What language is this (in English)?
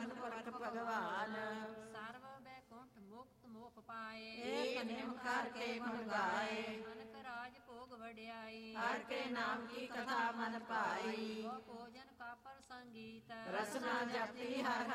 Punjabi